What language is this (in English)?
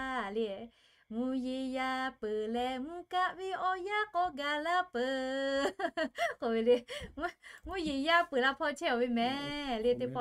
Lahu